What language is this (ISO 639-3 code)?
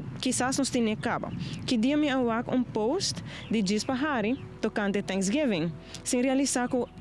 pap